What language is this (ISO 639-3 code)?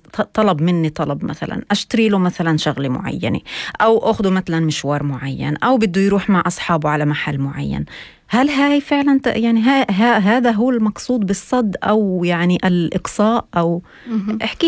apc